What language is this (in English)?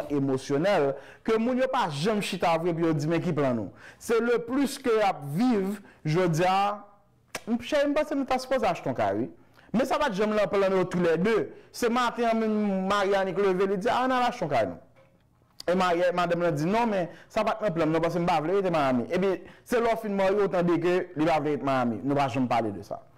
Haitian Creole